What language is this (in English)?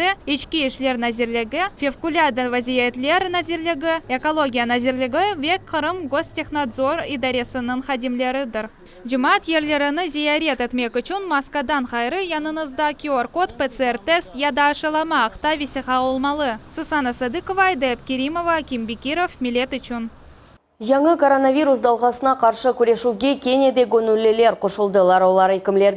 Crimean Tatar